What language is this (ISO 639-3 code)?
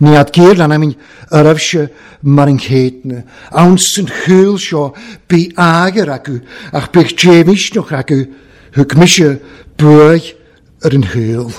cym